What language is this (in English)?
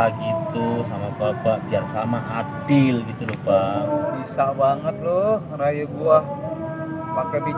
Betawi